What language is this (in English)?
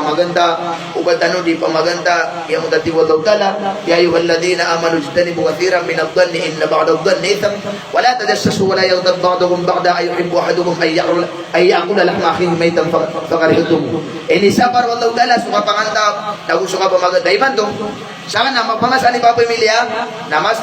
Maranao